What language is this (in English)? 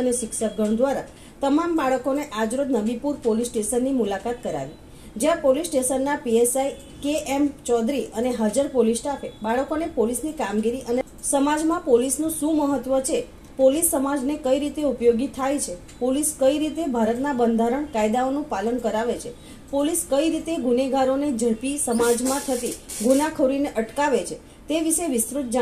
Gujarati